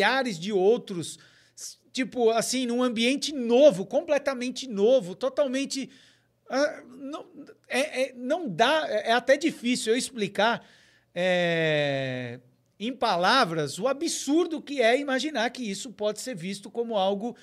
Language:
Portuguese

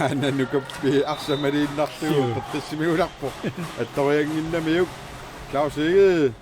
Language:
Kalaallisut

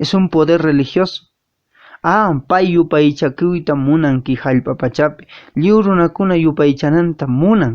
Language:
Quechua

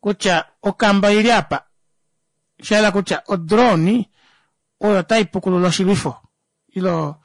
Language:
Kuanyama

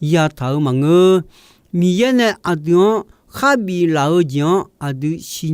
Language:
Akha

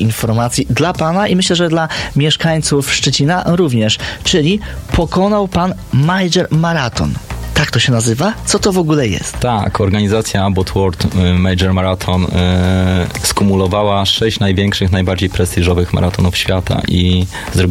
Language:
Polish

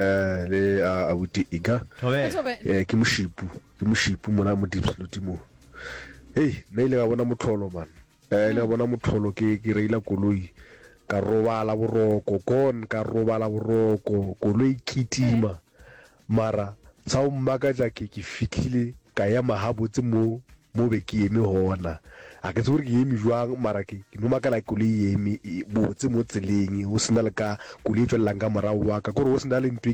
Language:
Northern Sotho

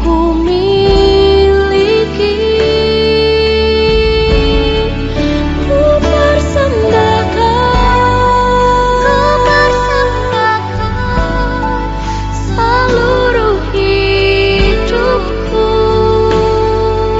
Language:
Indonesian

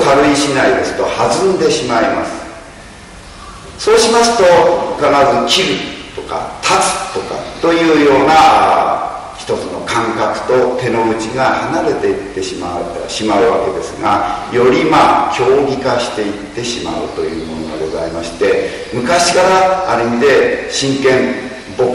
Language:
Japanese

